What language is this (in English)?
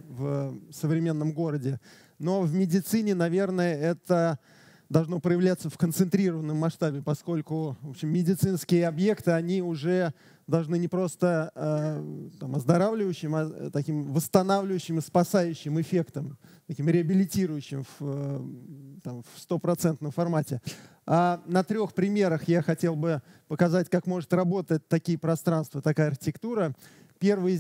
Russian